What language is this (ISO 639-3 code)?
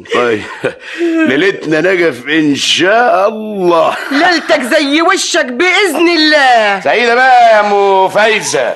arz